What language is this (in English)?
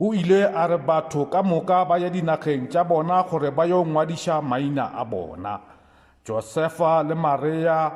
Northern Sotho